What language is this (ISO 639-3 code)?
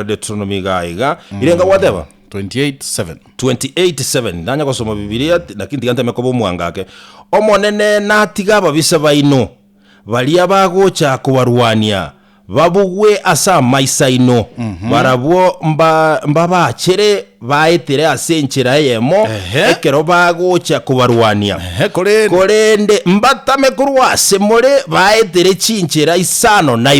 guz